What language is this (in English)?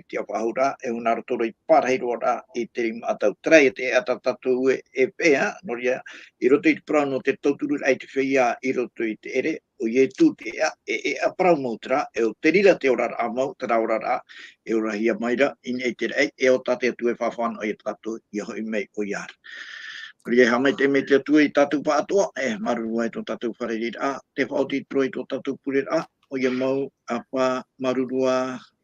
Tahitian